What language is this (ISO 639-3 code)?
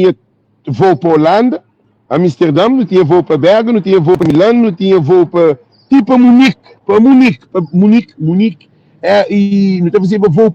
kea